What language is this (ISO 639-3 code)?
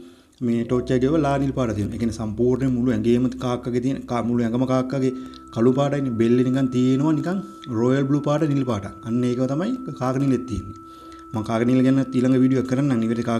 sin